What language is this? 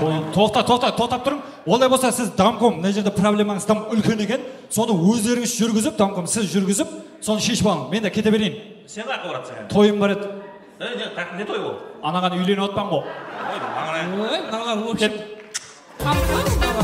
Kara-Kalpak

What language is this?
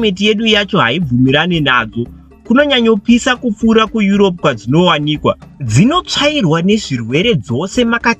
Shona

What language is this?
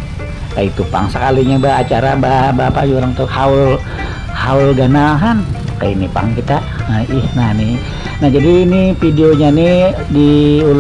Banjar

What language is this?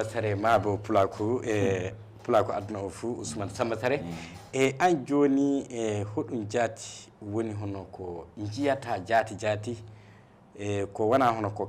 Fula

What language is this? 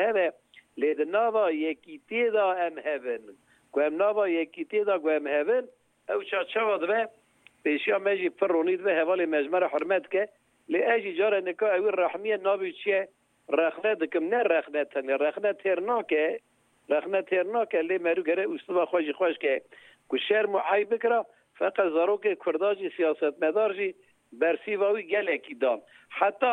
Kurdish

